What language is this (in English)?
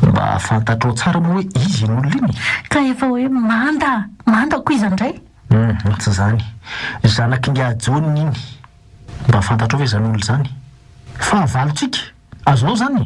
Malagasy